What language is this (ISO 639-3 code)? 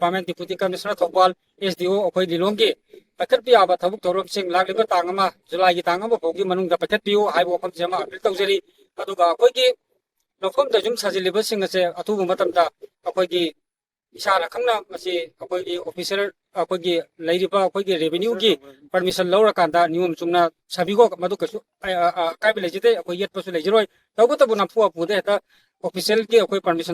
mni